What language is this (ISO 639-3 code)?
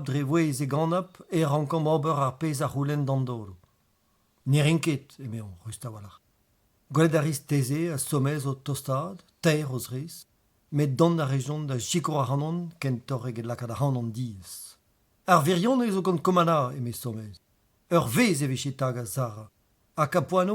bre